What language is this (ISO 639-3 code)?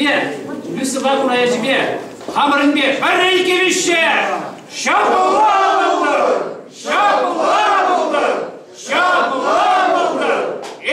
chv